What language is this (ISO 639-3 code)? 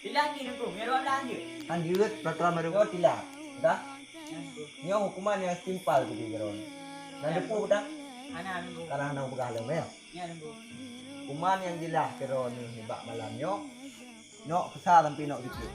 ace